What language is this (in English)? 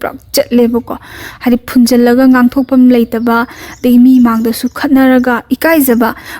Manipuri